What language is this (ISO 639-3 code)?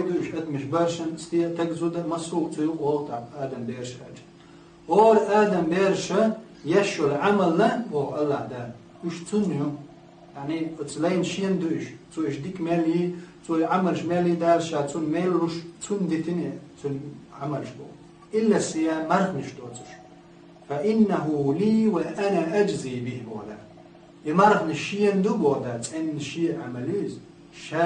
che